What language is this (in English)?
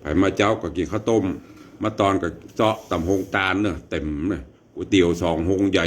Northern Thai